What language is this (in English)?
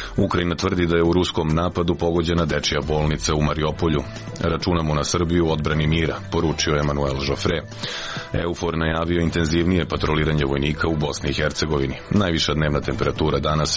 Serbian